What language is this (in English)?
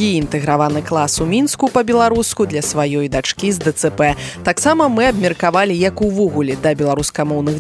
Belarusian